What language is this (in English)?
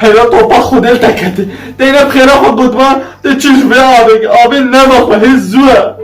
Kurdish